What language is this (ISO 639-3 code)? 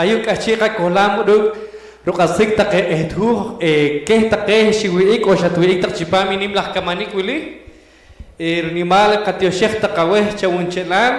poh